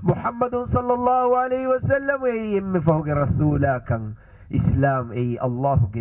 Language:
Divehi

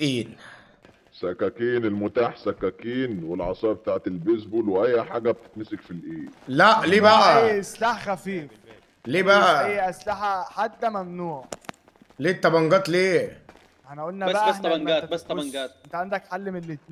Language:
Egyptian Arabic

